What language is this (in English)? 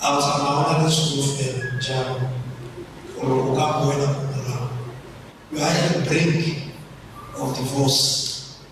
Tswana